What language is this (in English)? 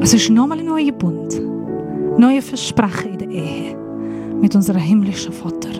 Swiss German